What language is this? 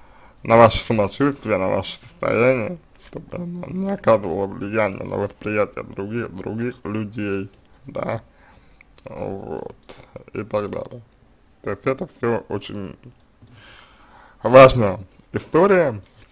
Russian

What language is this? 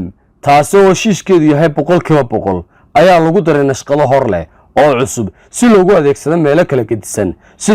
Somali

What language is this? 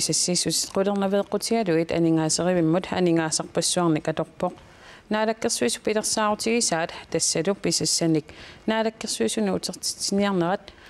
Kalaallisut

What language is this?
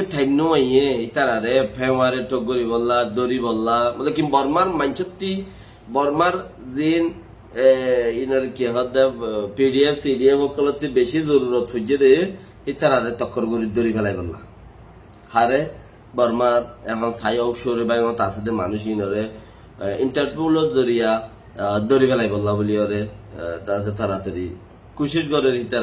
Rohingya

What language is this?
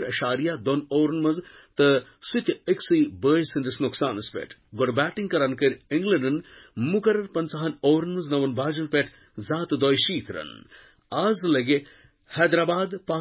Kashmiri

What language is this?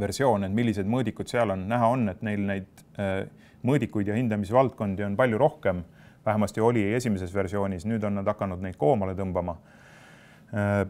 Estonian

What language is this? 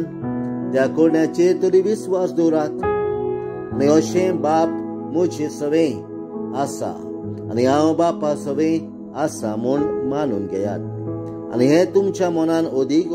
Konkani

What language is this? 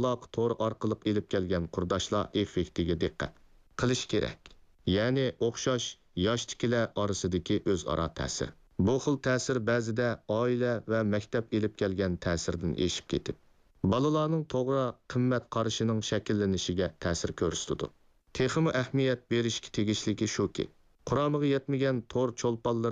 Uyghur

